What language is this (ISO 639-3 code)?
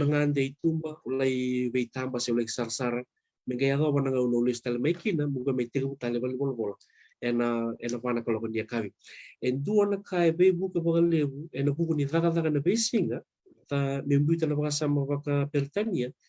fij